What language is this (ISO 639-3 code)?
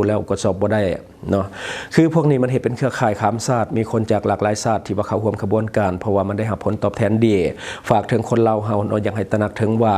lao